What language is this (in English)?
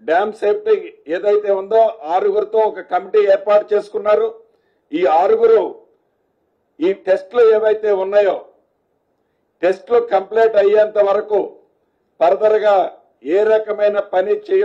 Telugu